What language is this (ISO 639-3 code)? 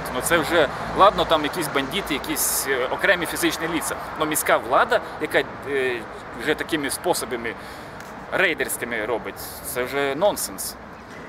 ukr